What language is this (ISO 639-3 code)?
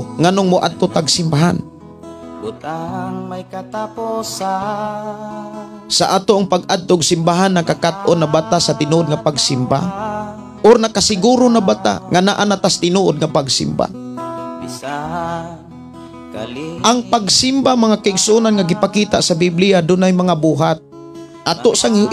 ceb